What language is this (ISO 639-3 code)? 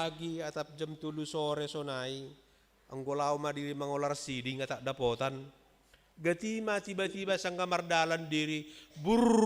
bts